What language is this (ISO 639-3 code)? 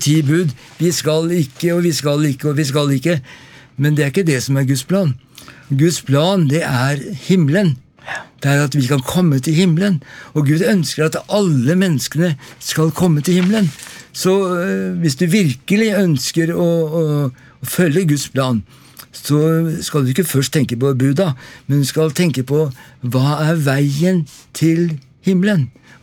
nor